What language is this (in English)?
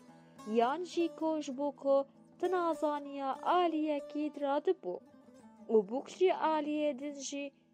Kurdish